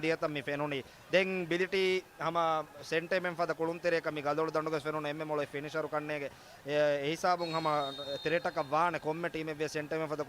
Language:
Divehi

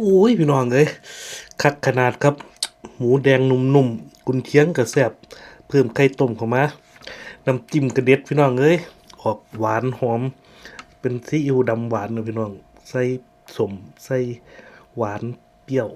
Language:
Northeastern Thai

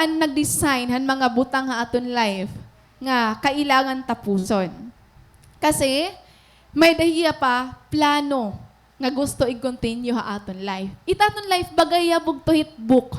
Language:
Waray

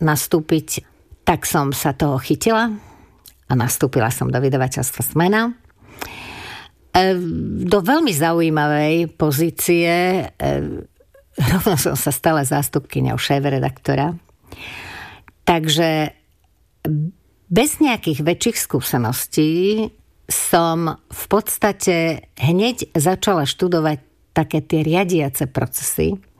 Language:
Slovak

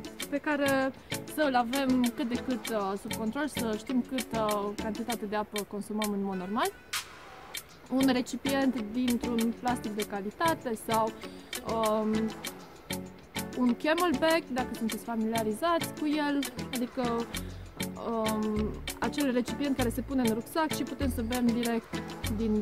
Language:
Romanian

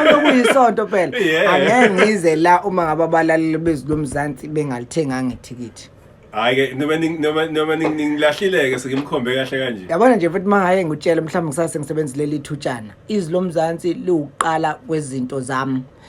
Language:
Zulu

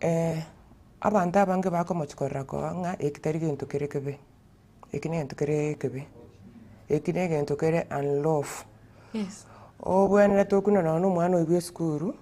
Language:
Gusii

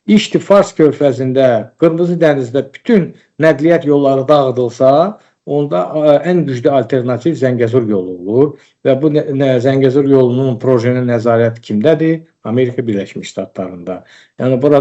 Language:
Azerbaijani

